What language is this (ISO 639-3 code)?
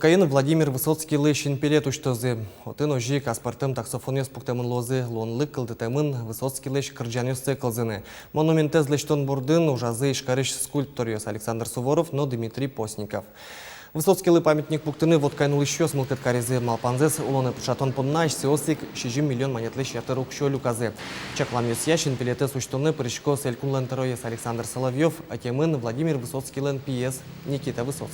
udm